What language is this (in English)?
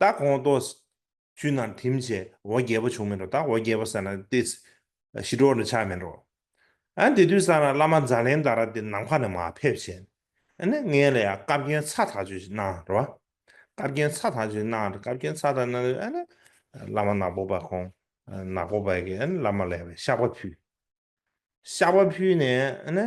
Tibetan